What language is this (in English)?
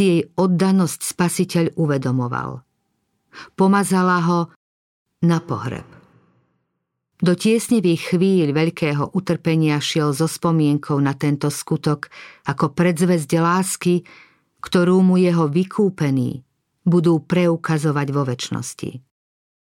Slovak